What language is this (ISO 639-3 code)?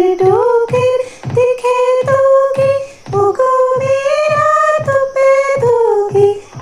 doi